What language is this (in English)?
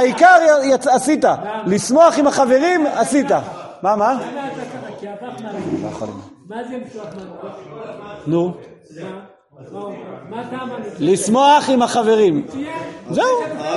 Hebrew